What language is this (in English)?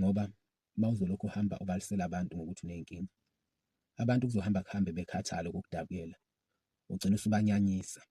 Zulu